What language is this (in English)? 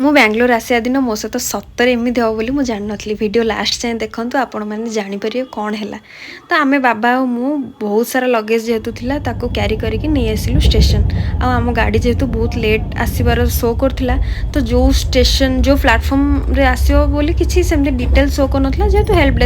Odia